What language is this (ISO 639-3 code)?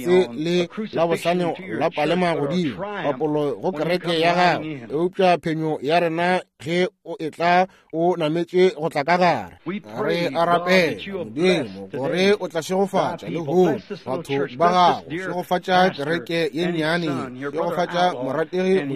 nso